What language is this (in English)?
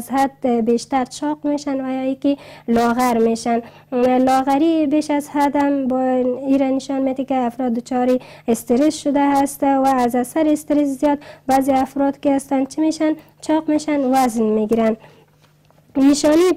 Persian